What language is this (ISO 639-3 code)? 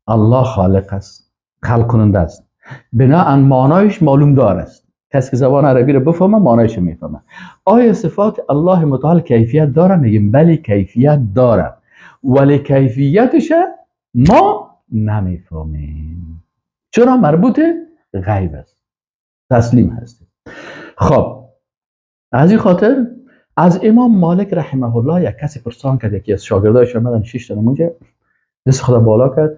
fas